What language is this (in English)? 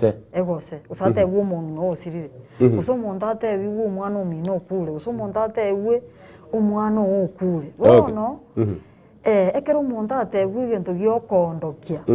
Gusii